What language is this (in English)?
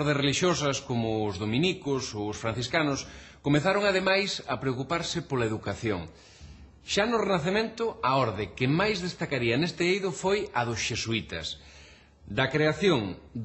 Galician